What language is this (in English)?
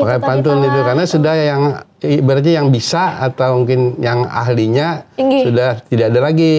Banjar